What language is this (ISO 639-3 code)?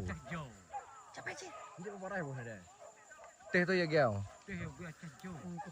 min